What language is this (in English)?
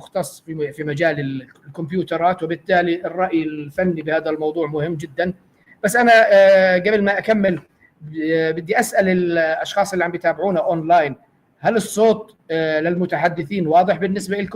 North Levantine Arabic